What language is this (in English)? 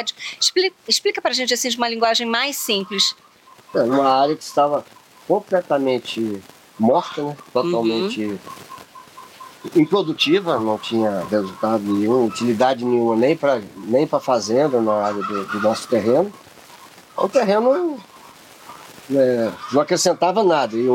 Portuguese